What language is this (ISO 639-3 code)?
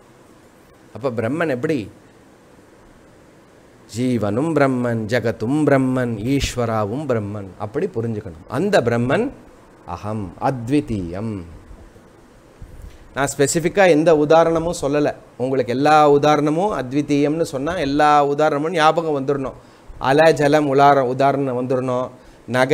tam